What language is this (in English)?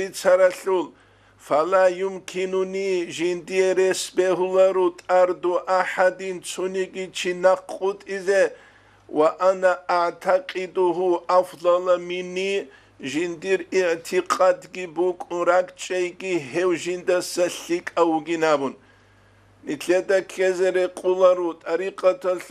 Avaric